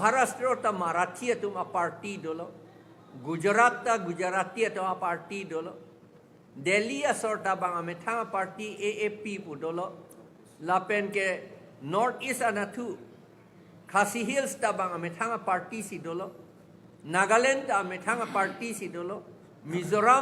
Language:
Karbi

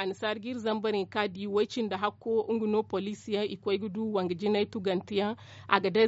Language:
Zarma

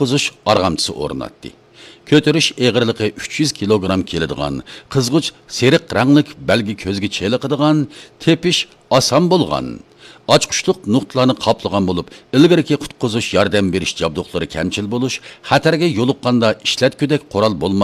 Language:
Uyghur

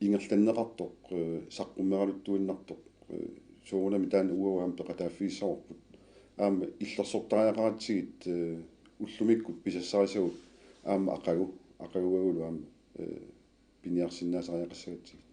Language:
Kalaallisut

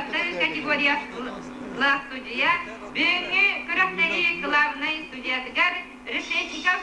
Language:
Yakut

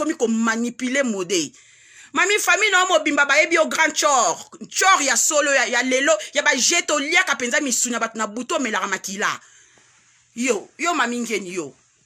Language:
Lingala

